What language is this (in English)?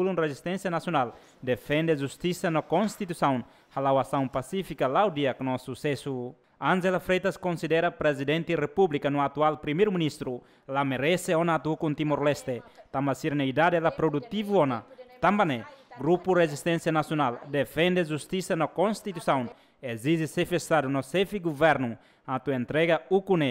Tetum